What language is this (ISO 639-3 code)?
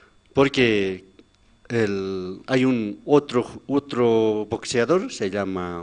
aym